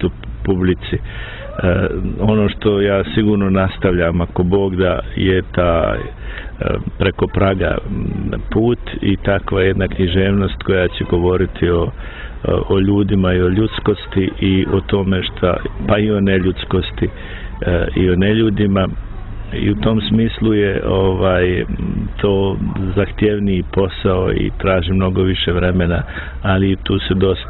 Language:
Bosnian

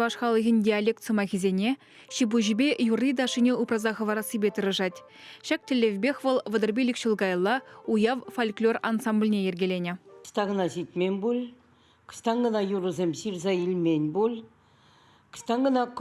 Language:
Chuvash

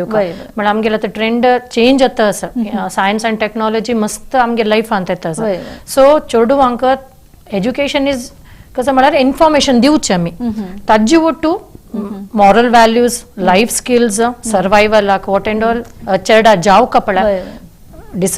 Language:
Konkani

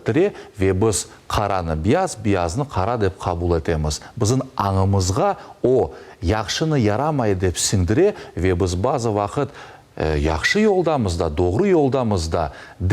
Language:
Crimean Tatar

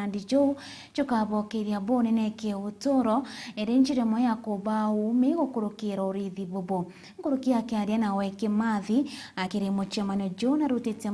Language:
Meru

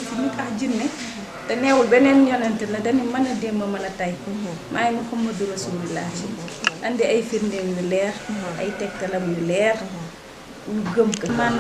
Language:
Wolof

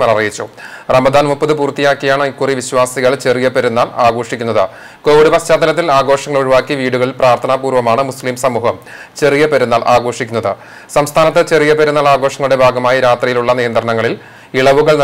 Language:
Malayalam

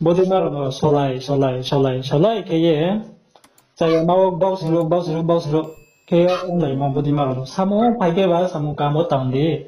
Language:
Riang (India)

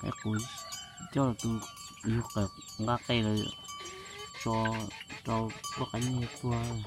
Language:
Hmong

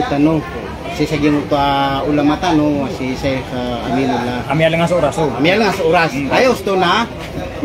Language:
Maranao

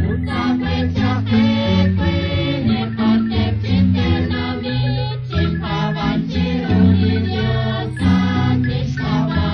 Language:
Kekchí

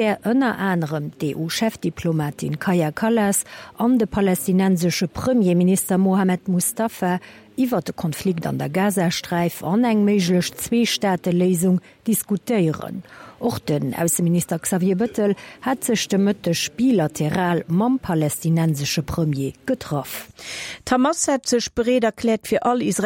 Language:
Luxembourgish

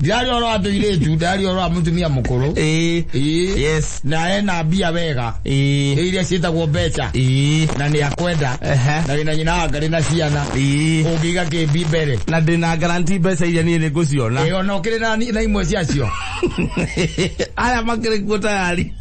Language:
Kikuyu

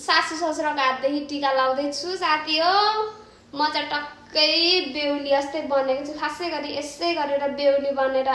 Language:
Nepali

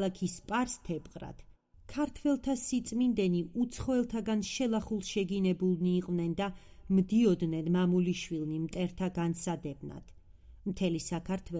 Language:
Georgian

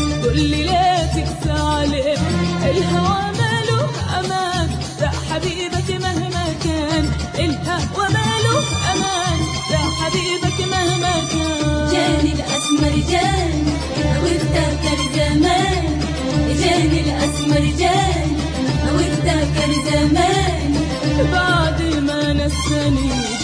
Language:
Arabic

